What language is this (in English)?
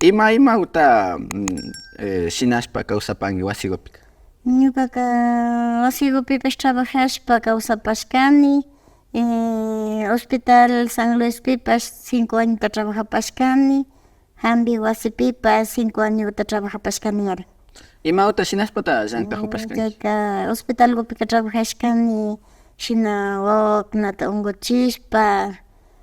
Imbabura Highland Quichua